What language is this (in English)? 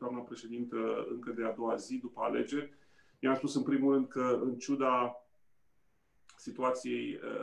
Romanian